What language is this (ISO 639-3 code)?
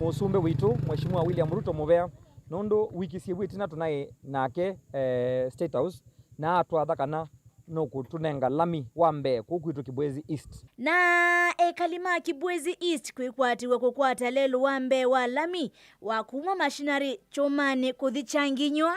kam